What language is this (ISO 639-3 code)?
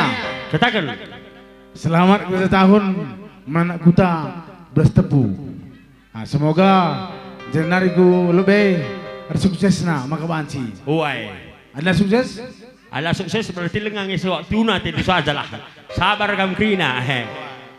btx